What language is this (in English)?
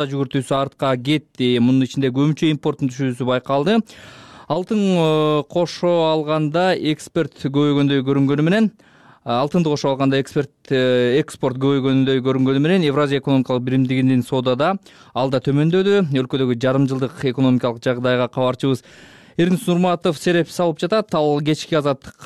Kyrgyz